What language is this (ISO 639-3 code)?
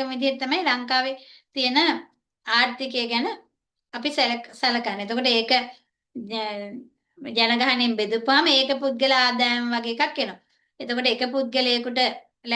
sin